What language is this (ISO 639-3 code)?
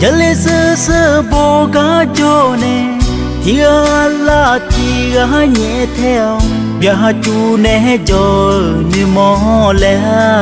ahk